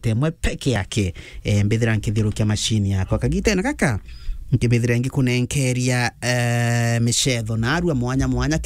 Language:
Meru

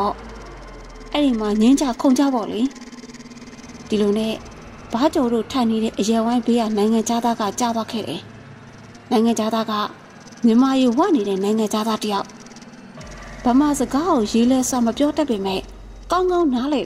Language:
Burmese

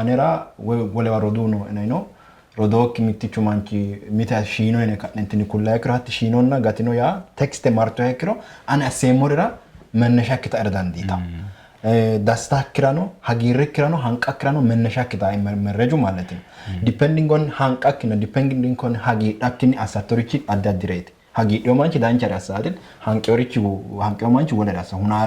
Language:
Sidamo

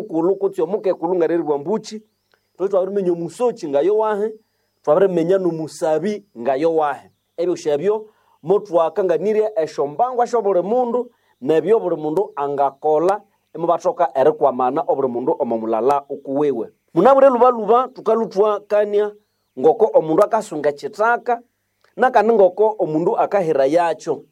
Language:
Nande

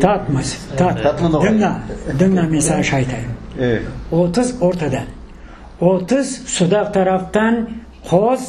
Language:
Crimean Tatar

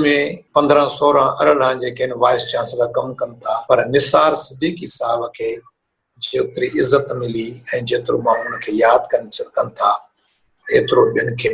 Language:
Sindhi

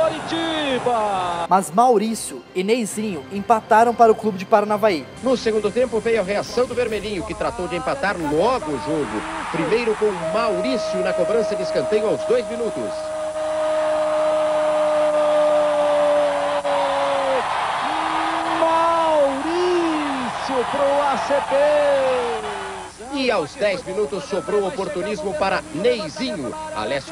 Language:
Portuguese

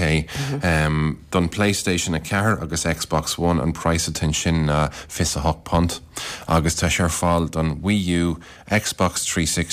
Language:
Irish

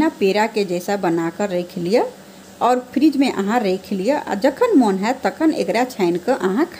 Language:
Maithili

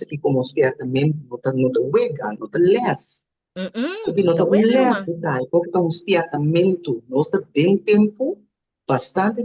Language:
Papiamento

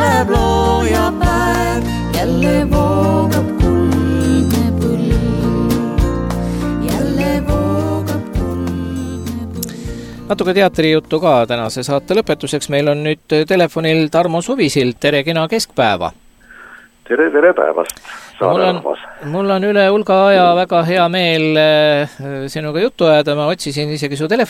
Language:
Estonian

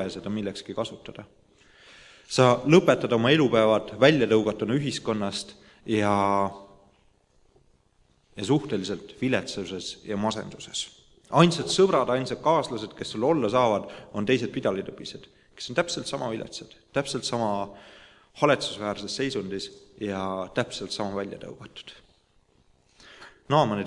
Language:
Estonian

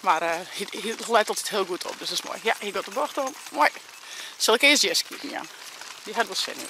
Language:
Western Frisian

